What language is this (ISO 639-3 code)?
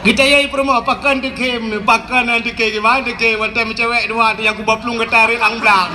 ace